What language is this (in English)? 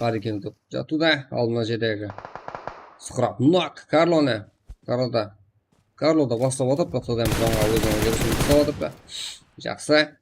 Kara-Kalpak